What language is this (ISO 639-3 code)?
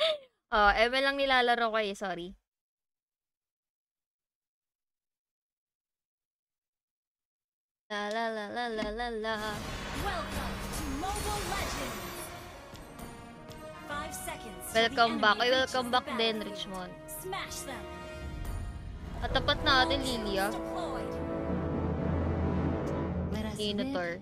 fil